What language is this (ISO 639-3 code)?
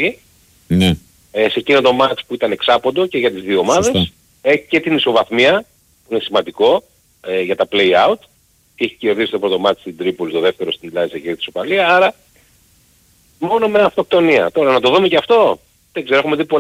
ell